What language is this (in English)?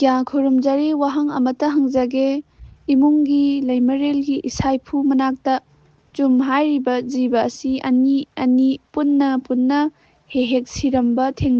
Manipuri